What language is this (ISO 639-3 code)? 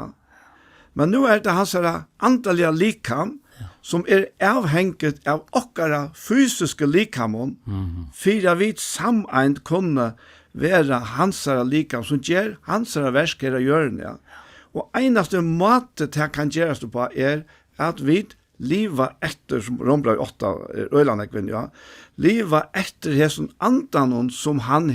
fao